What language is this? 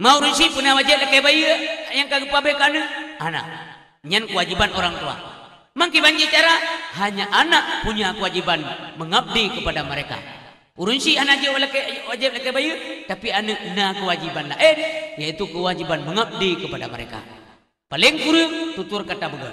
Achinese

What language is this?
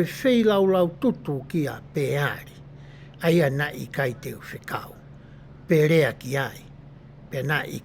Tongan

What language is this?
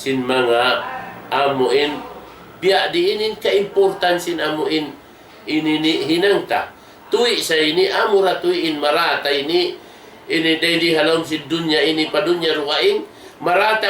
Tausug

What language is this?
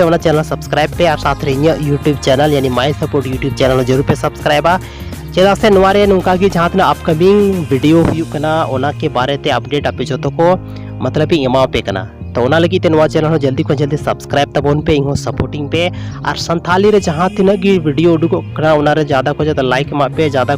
Santali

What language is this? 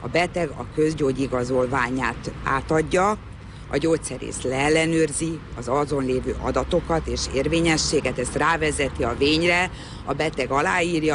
Hungarian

